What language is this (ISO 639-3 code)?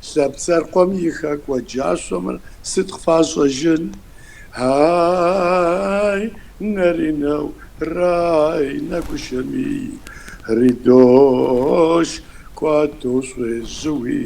kbd